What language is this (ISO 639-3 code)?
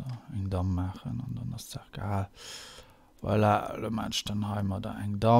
ltz